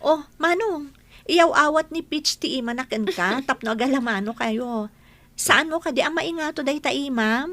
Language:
Iloko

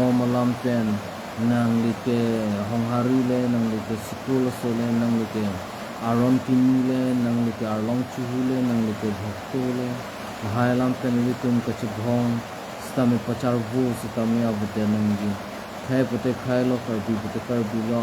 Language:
Karbi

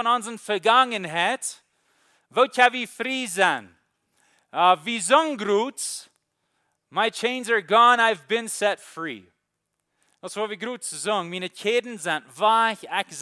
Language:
Plautdietsch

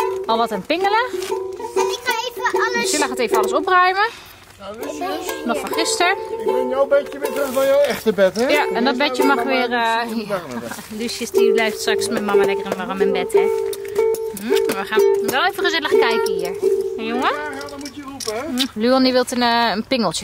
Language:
Dutch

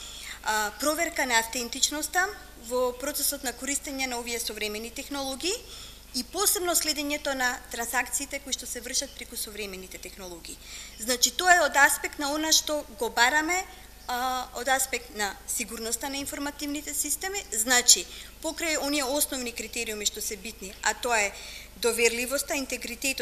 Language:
Macedonian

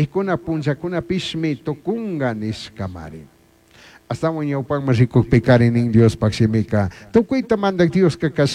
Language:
Chimborazo Highland Quichua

